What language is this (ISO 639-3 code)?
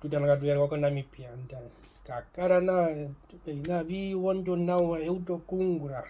her